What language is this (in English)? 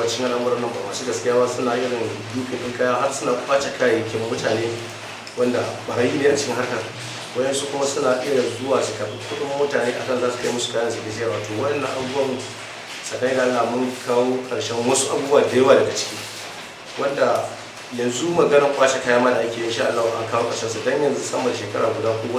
Hausa